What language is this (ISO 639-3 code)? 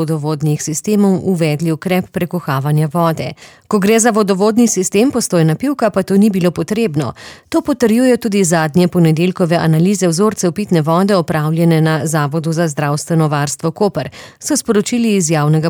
slv